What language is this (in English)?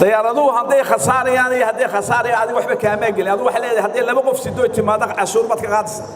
Somali